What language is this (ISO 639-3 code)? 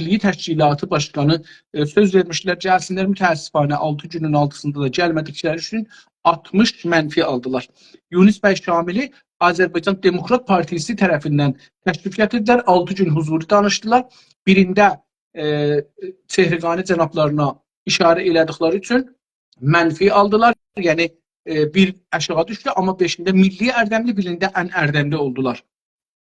azb